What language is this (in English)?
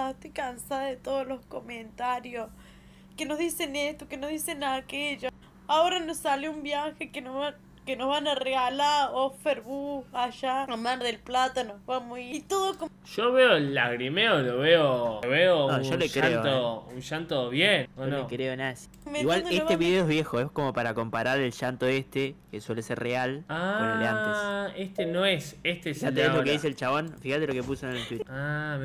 Spanish